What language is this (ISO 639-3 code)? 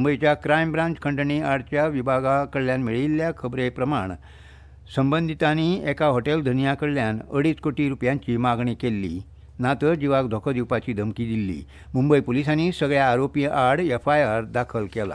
kok